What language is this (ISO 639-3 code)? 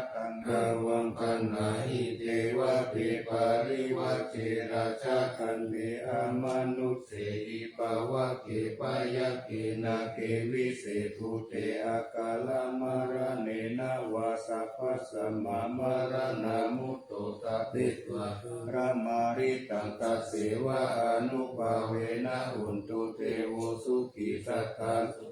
pli